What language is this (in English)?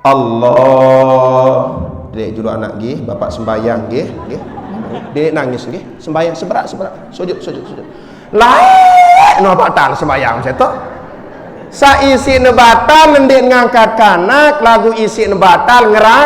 Sasak